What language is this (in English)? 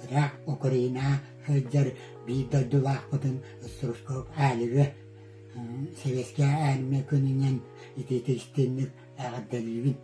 Yakut